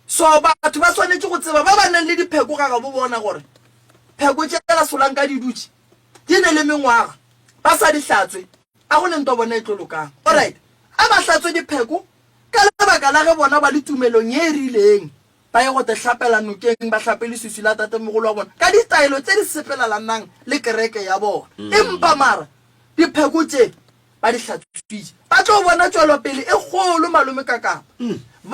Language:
Northern Sotho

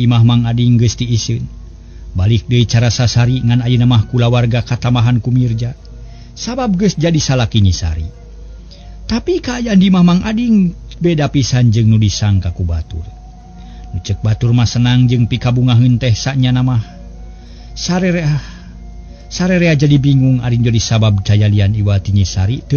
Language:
Sundanese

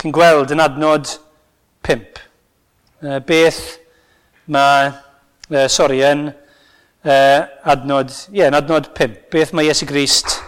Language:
Welsh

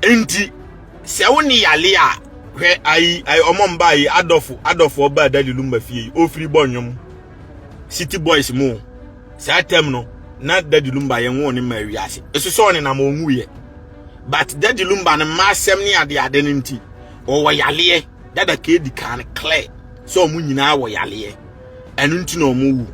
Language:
Akan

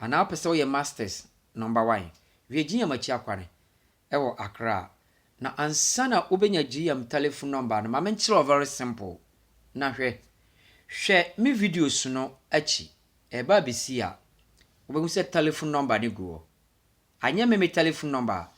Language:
Akan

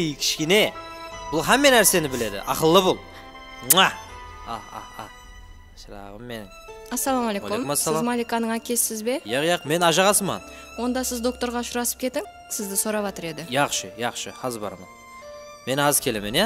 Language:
Kara-Kalpak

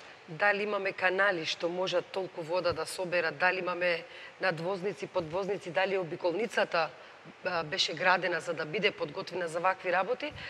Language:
Macedonian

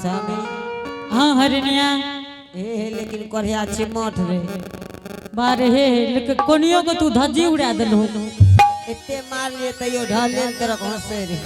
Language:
Angika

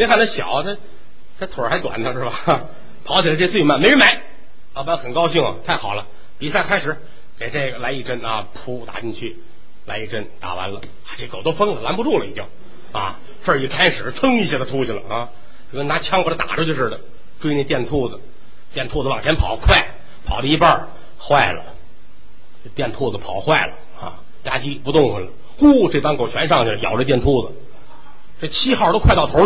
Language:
Chinese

